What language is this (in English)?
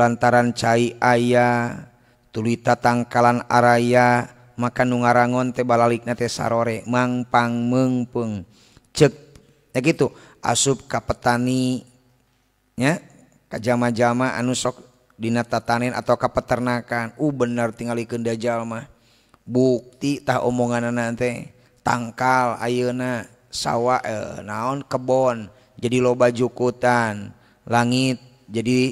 Sundanese